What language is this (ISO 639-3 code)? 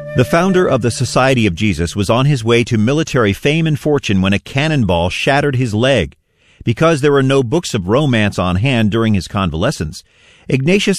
eng